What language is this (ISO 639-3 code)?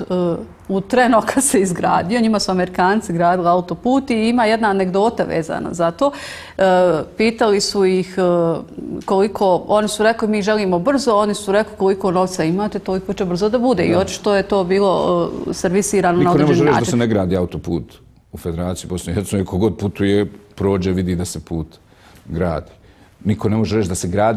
bos